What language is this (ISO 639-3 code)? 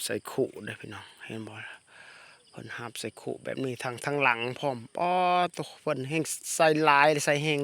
lao